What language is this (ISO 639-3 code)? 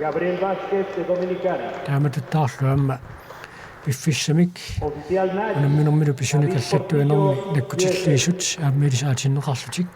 kal